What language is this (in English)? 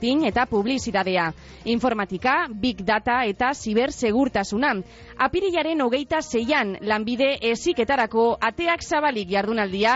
Basque